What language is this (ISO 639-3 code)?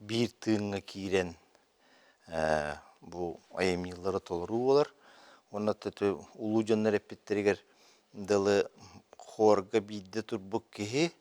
sah